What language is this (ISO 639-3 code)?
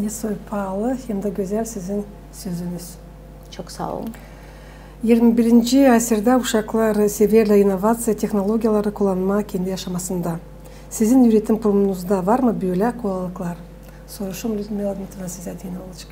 gag